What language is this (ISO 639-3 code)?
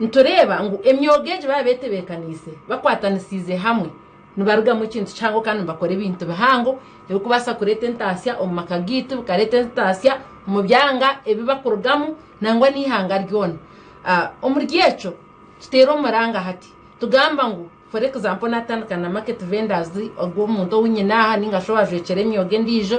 nyn